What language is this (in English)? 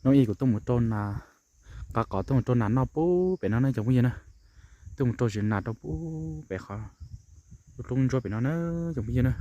Hmong